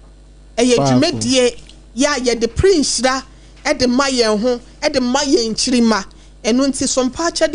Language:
Akan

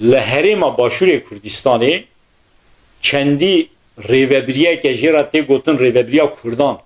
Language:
Kurdish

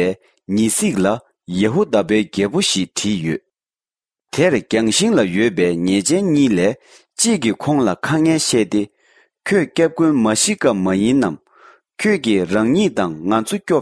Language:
Tibetan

